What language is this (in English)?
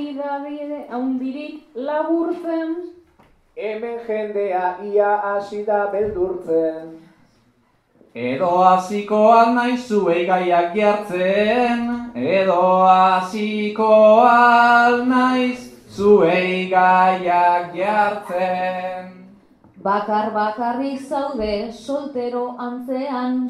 Basque